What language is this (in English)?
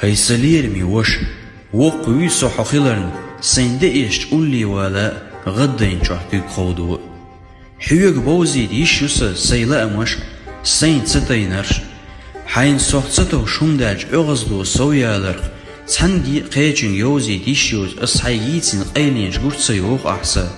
Chechen